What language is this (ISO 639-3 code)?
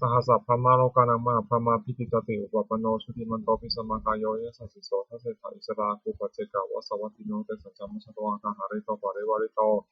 pli